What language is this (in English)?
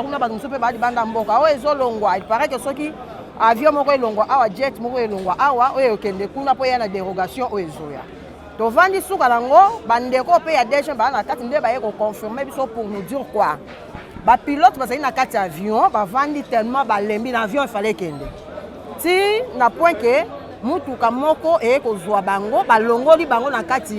Lingala